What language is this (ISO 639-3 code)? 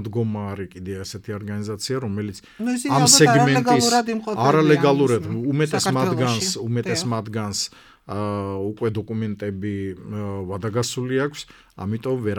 kat